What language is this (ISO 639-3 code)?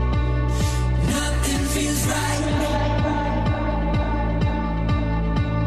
ita